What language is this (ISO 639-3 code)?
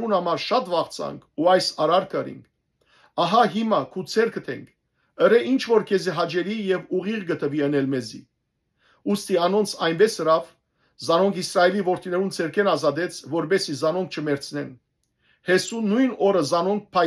hyw